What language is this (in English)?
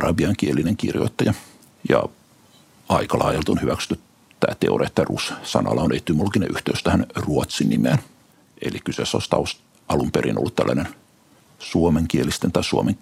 Finnish